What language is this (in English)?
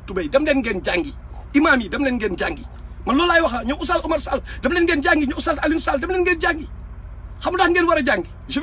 Wolof